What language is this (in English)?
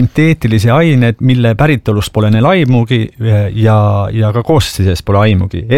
Estonian